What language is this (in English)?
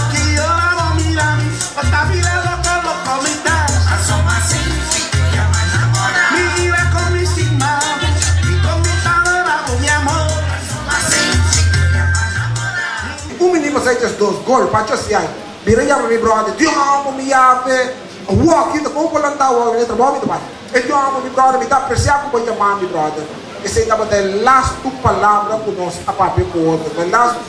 Papiamento